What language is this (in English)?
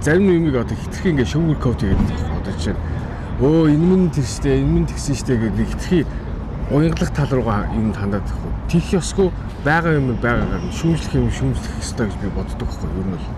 Mongolian